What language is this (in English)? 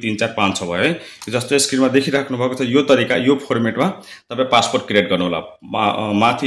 Nepali